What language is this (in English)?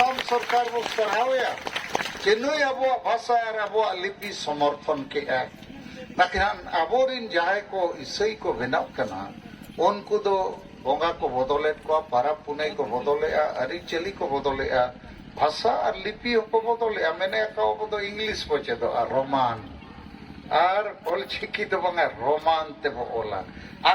Santali